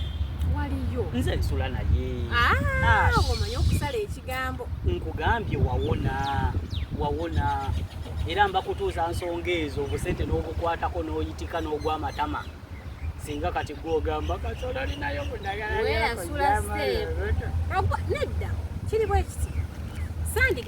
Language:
Ganda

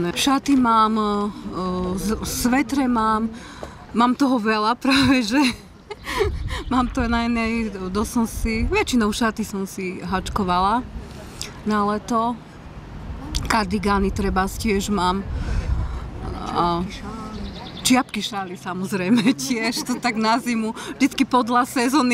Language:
Slovak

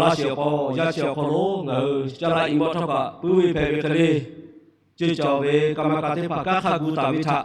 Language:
Lahu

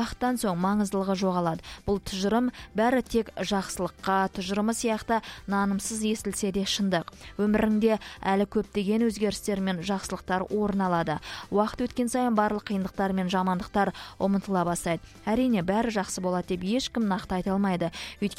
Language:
Kazakh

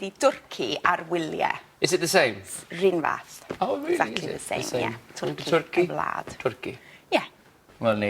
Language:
Welsh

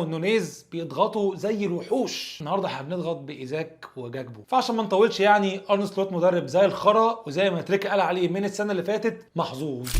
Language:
Egyptian Arabic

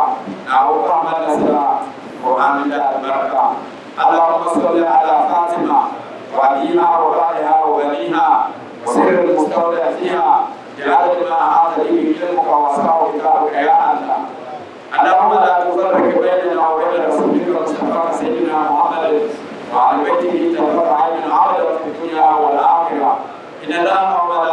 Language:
Dagbani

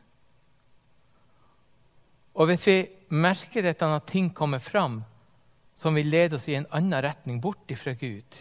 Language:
Norwegian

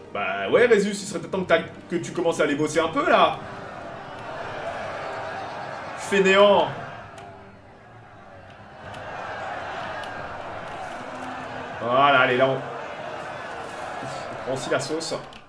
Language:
French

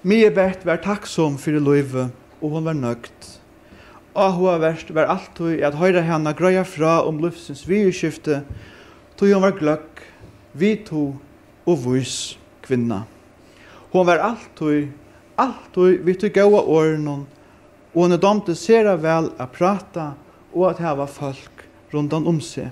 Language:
Faroese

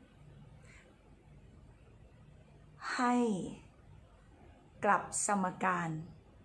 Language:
Thai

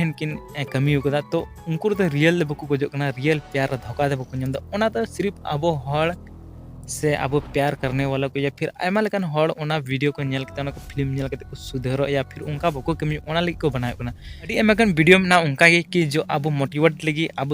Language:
Santali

